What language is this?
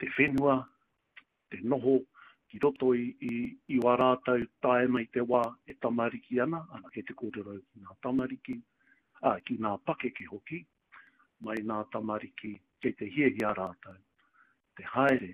Māori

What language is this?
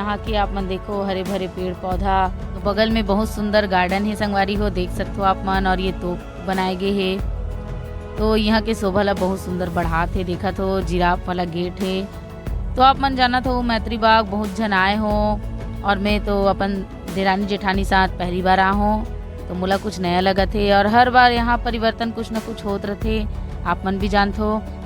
Chhattisgarhi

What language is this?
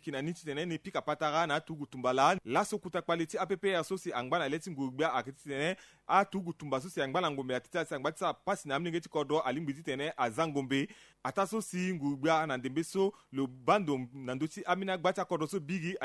Sango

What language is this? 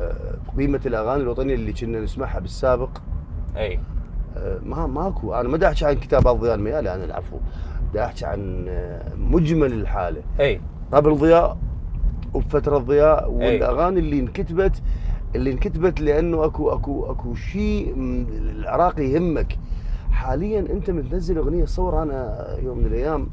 Mesopotamian Arabic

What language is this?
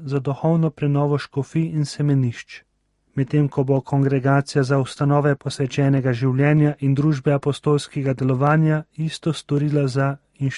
Slovenian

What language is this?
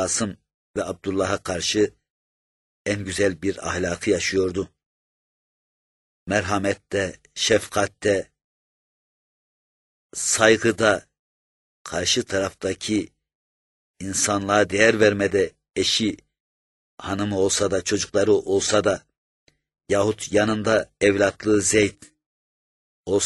Turkish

